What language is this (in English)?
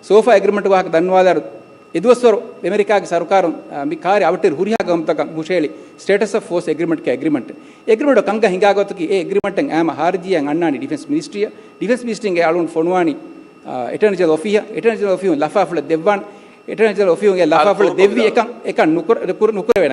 Divehi